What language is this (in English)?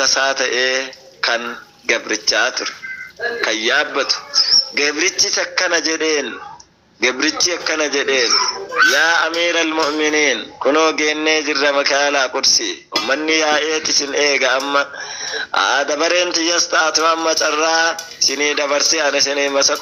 Oromo